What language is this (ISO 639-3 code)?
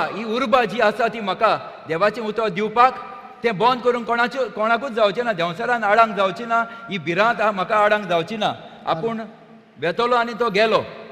kok